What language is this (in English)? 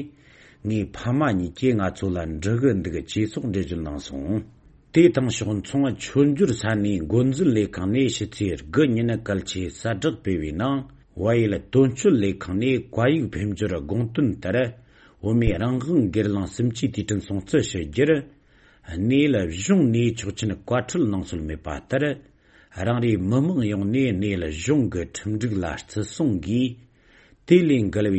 Tibetan